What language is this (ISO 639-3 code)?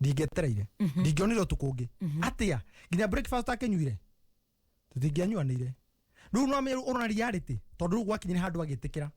kik